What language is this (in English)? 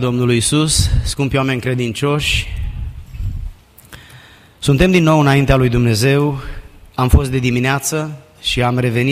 Romanian